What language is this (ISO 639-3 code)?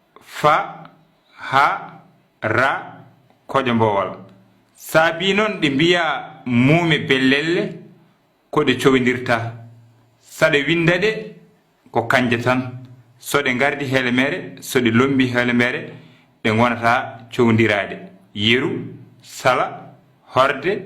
ful